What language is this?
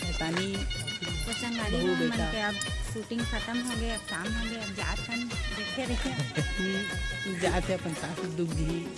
Chhattisgarhi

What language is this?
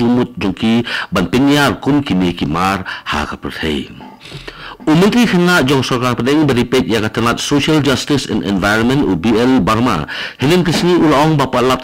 Khasi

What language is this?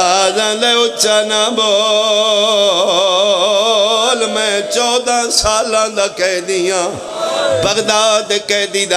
Pahari-Potwari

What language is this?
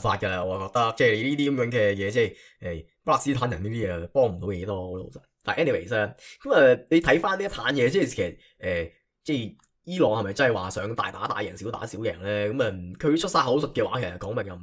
Cantonese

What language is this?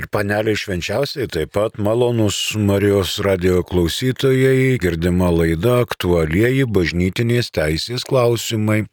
Lithuanian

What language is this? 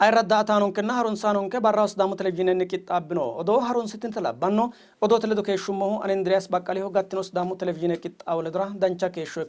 Sidamo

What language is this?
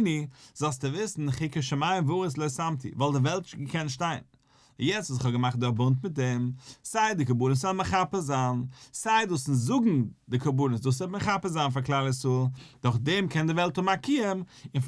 Yiddish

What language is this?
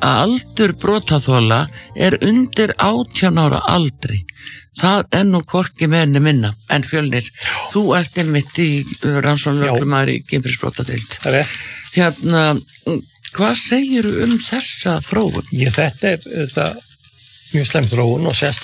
Icelandic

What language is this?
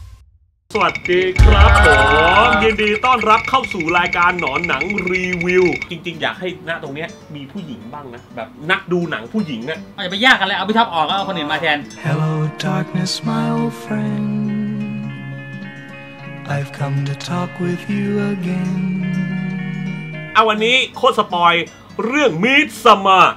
Thai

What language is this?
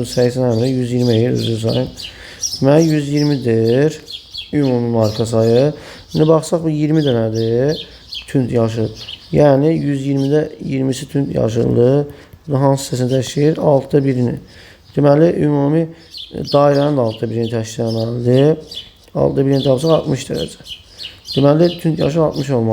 Azerbaijani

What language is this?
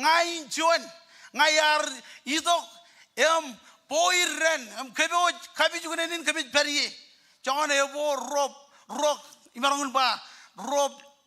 Marshallese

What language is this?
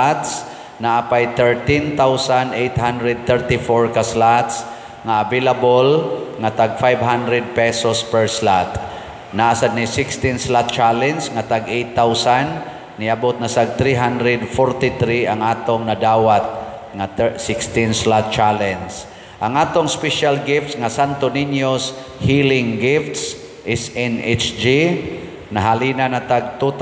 Cebuano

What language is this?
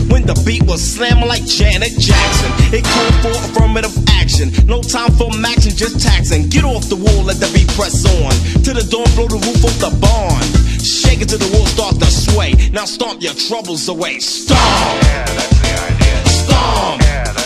English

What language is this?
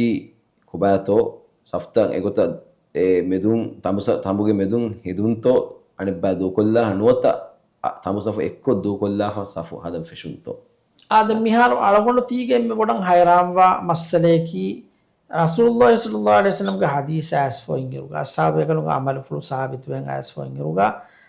Divehi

